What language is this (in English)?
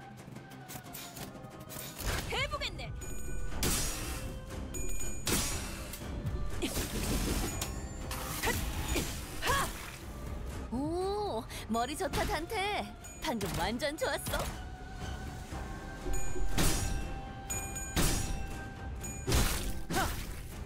Korean